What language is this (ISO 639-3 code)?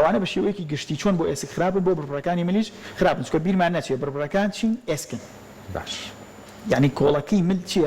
ckb